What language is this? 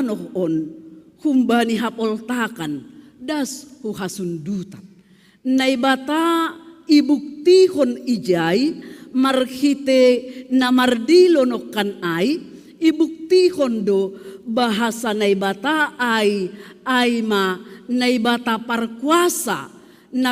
Batak Simalungun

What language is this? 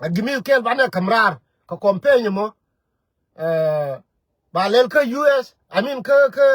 Nuer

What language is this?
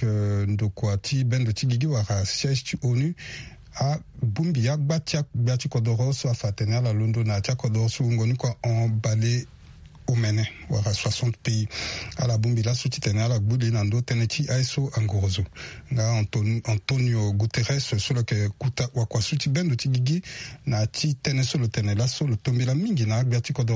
Sango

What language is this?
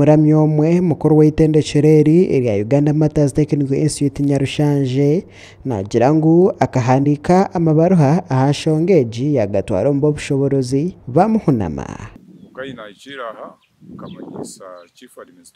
Nyankole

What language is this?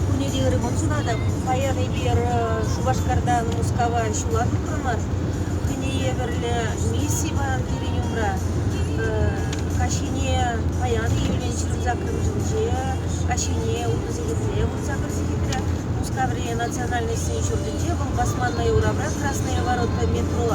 Chuvash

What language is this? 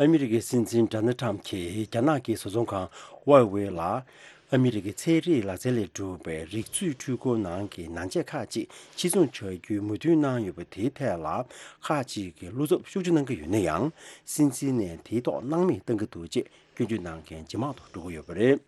Tibetan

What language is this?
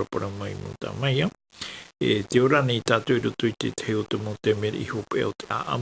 Tahitian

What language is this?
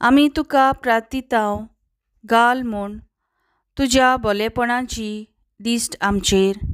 Konkani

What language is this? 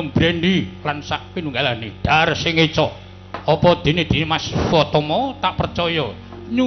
Javanese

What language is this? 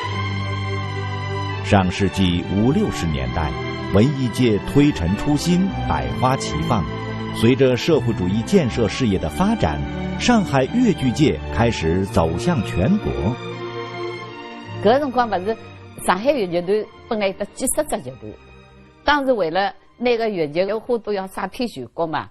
Wu Chinese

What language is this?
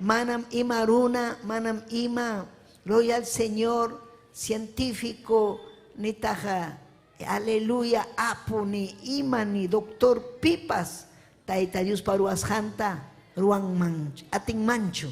Ayacucho Quechua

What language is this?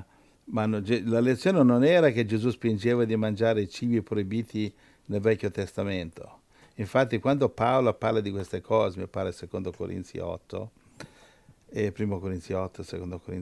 Italian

